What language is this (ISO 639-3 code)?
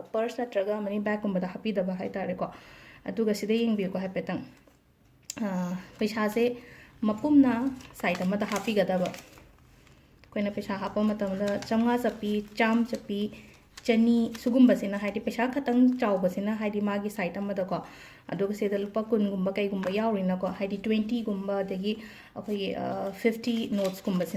mni